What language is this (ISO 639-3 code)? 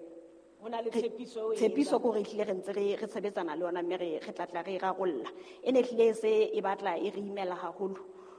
sot